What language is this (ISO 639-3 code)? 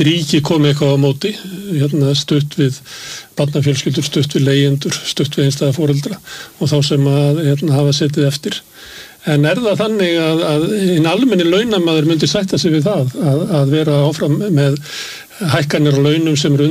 isl